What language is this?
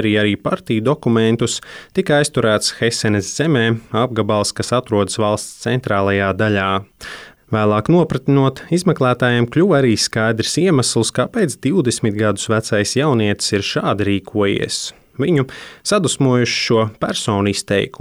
Latvian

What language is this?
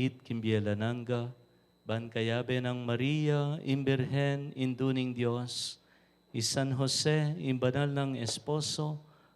Pampanga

